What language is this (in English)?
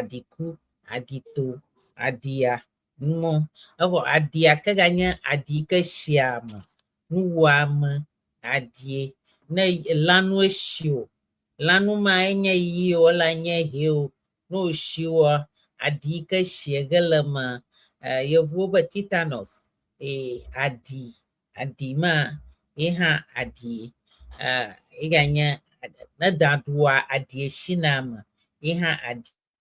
Ewe